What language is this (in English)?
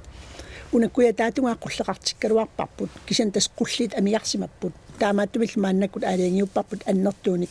Kalaallisut